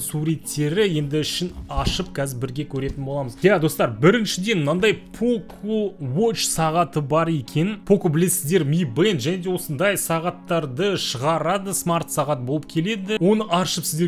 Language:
Kazakh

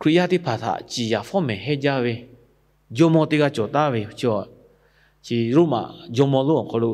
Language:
Lahu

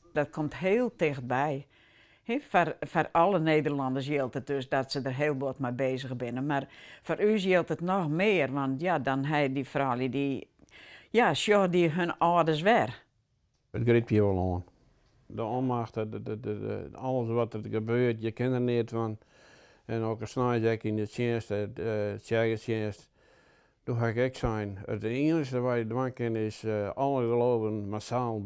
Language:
Western Frisian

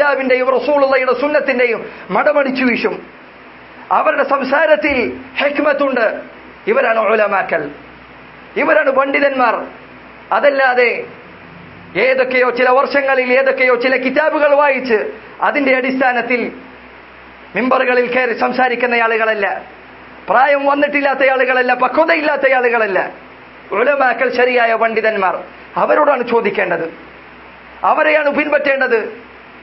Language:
Malayalam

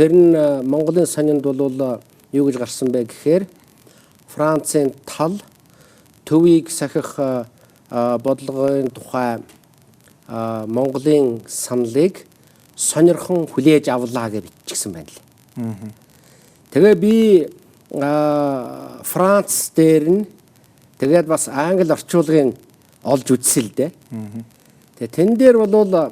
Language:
Mongolian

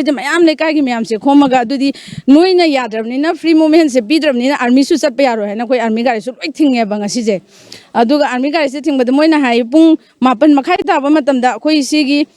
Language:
Manipuri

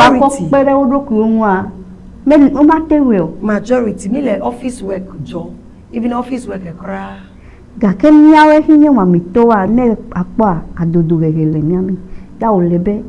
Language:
Ewe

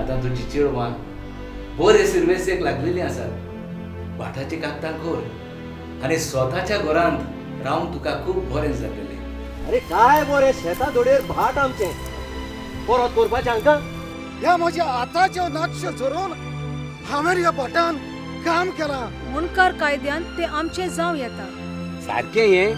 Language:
Konkani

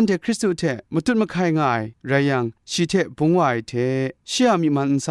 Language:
Kachin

